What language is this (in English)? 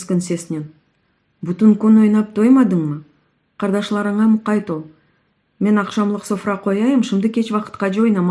Crimean Tatar